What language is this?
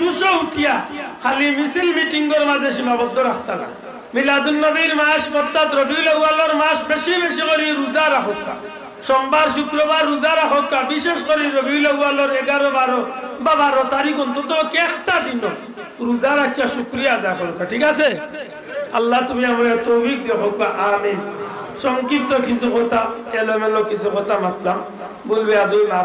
Sylheti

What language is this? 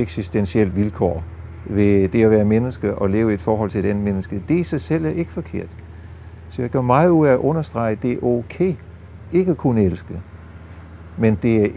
Danish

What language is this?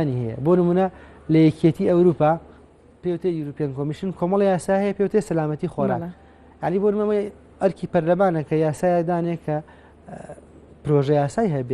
Central Kurdish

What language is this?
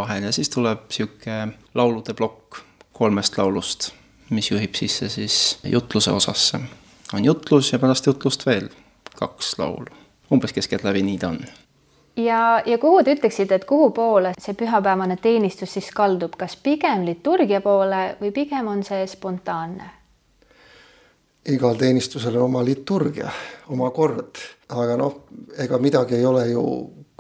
Estonian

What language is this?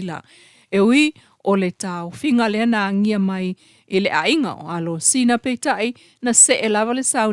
Samoan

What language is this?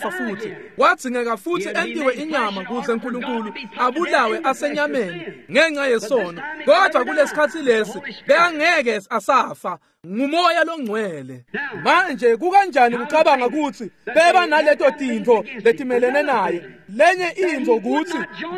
Swati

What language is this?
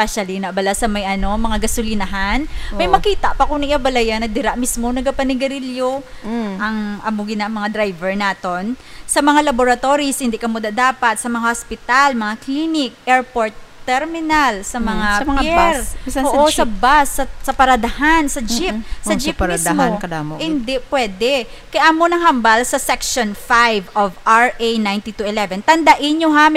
Hiligaynon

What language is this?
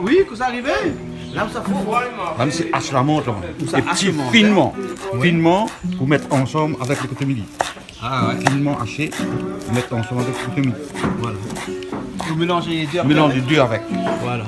Réunion Creole French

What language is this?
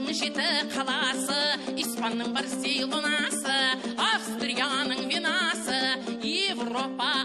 Kazakh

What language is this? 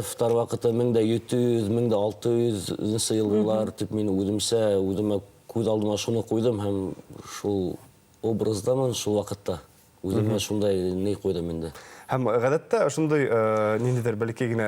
Bashkir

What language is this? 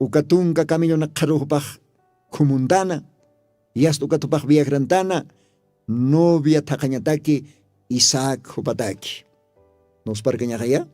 Aymara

